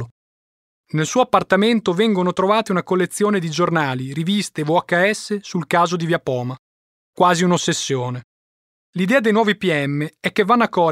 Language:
Italian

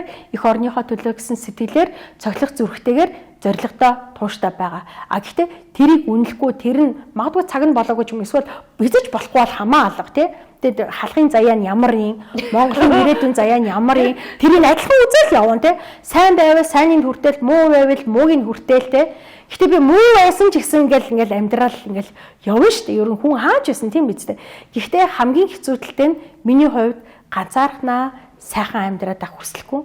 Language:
Mongolian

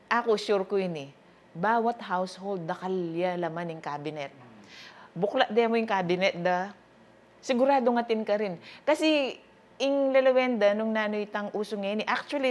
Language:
Pampanga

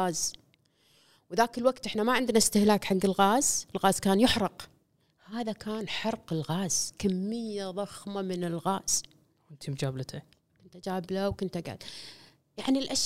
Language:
Gulf Arabic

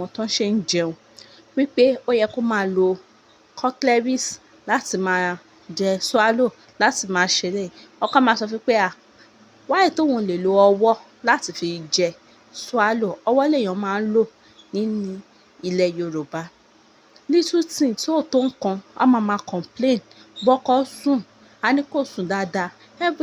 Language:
Yoruba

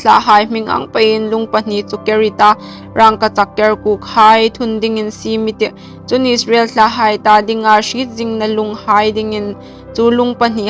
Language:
Hmar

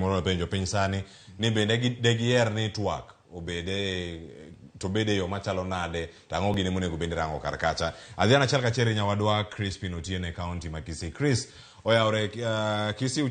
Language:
Luo (Kenya and Tanzania)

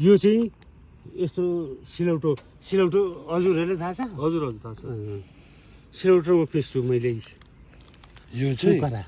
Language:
Nepali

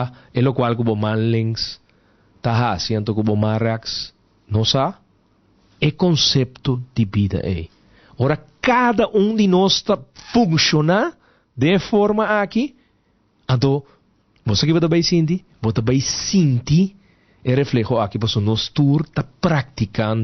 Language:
Papiamento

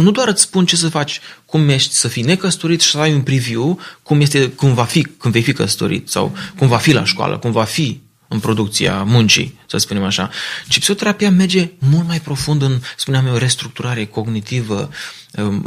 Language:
Romanian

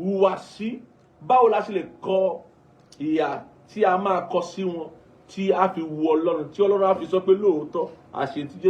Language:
Yoruba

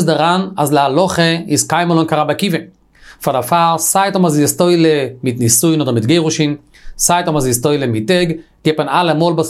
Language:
Yiddish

